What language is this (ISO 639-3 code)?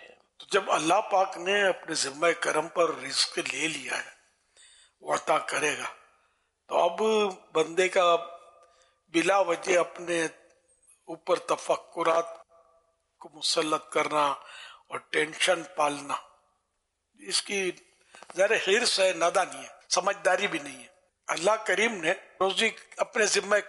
urd